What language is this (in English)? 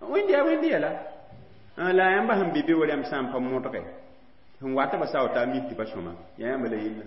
Mossi